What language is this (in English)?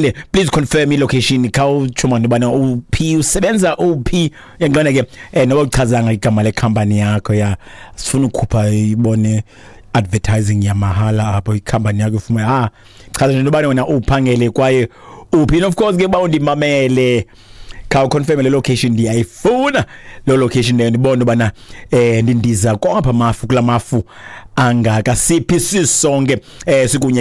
Xhosa